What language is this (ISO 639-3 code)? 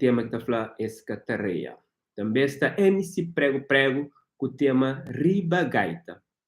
kea